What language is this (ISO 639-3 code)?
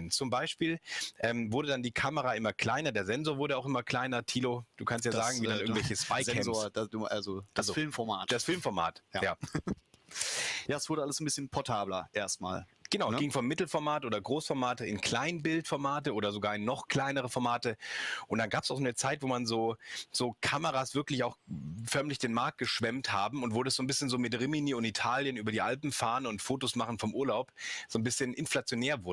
deu